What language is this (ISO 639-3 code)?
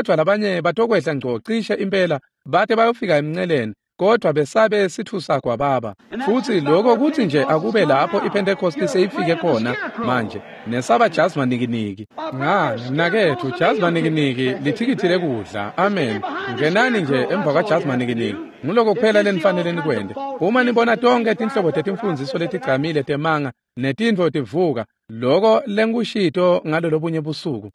ssw